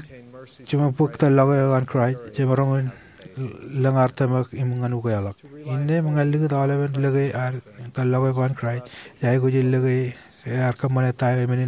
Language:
Marshallese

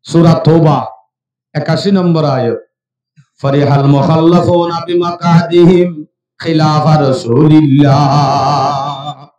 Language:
Rohingya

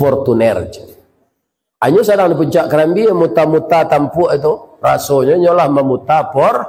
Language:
Minangkabau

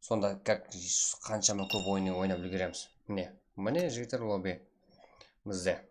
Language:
Kara-Kalpak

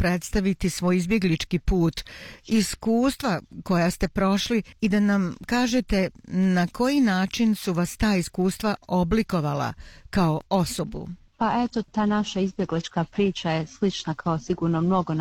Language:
Bosnian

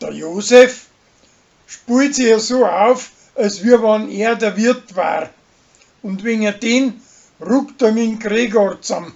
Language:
Bavarian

